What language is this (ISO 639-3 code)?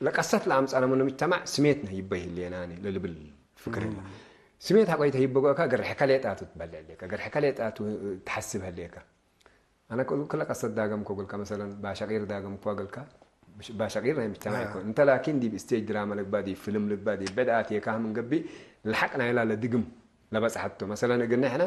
tig